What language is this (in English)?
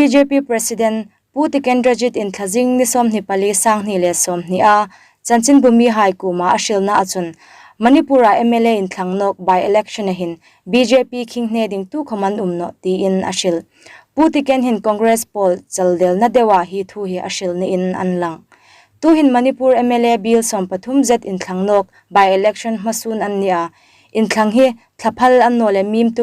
Hmar